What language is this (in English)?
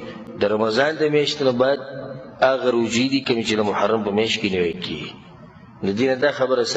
Pashto